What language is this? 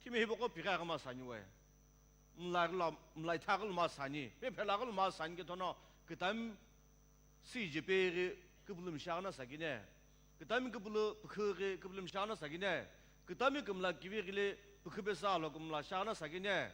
Sumi Naga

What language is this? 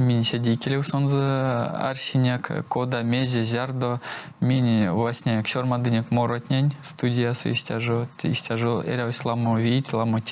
Erzya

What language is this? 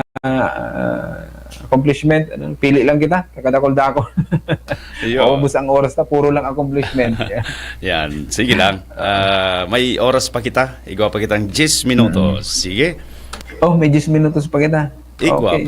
Bikol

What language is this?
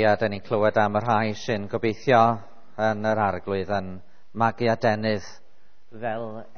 Welsh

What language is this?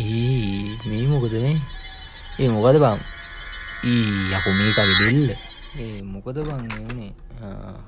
Sinhala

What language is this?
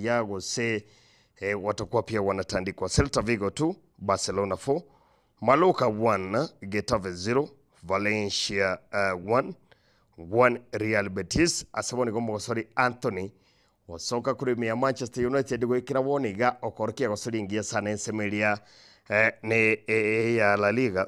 Gusii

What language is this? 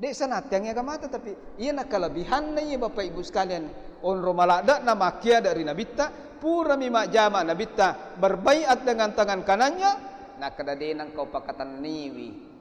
Buginese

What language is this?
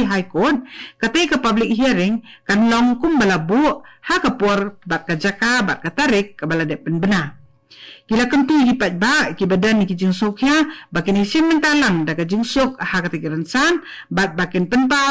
Khasi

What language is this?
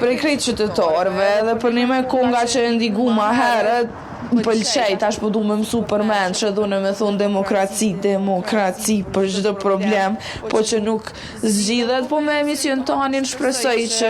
Albanian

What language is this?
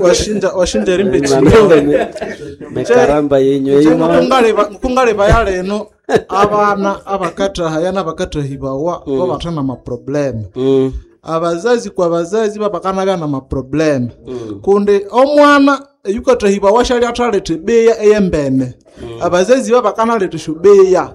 Nande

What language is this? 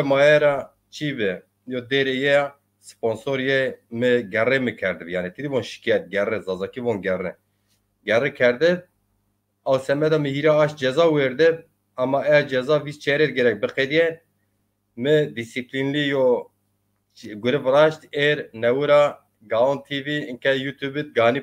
Zaza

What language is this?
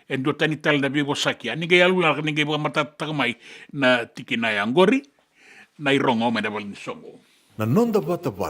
Fijian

